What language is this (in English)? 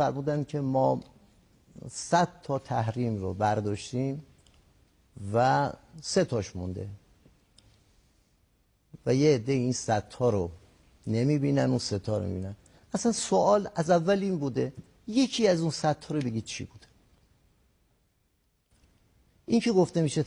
Persian